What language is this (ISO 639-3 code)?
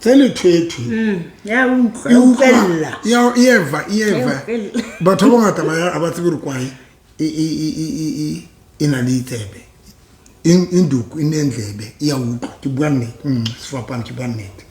sot